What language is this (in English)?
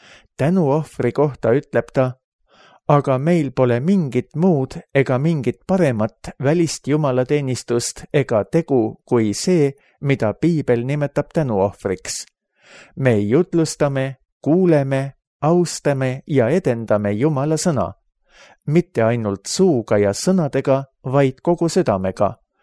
Estonian